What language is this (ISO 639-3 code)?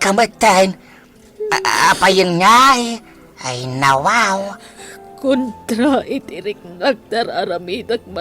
ilo